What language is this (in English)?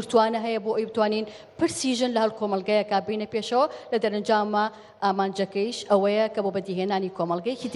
Central Kurdish